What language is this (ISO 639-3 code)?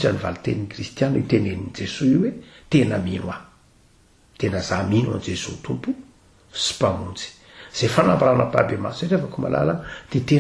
mlg